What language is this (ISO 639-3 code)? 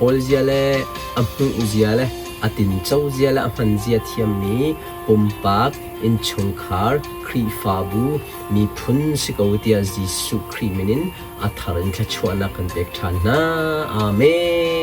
cnh